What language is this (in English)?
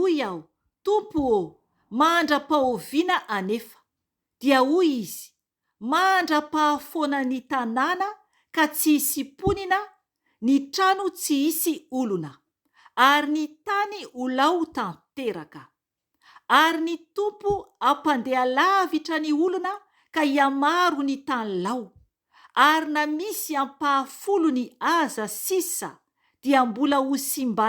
Malagasy